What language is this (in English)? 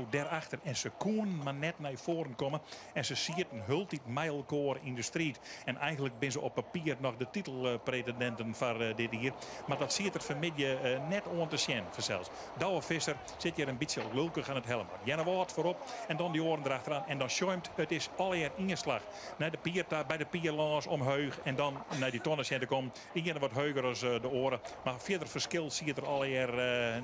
Western Frisian